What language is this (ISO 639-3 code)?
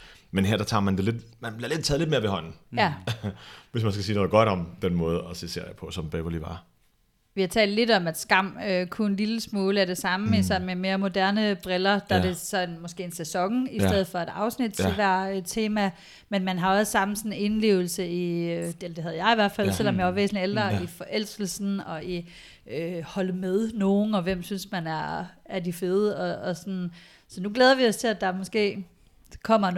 dan